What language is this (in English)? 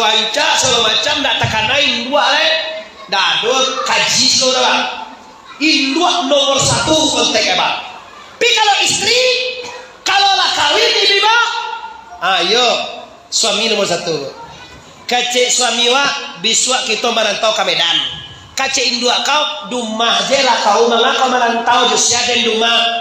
Minangkabau